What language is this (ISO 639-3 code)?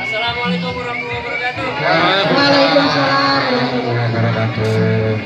bew